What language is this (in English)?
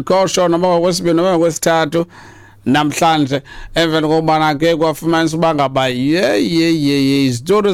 Xhosa